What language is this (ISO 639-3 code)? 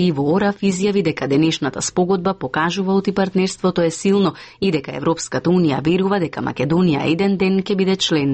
mkd